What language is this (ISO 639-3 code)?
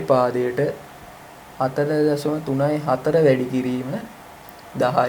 sin